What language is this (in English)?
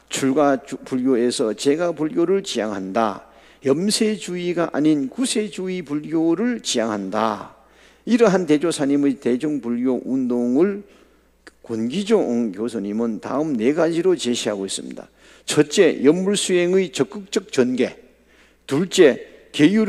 Korean